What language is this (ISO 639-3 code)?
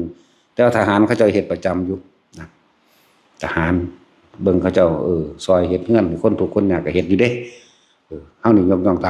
tts